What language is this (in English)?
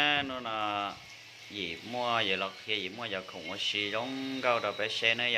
Hmong